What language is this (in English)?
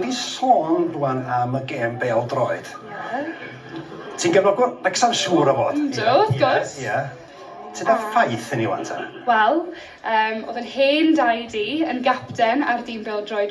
Welsh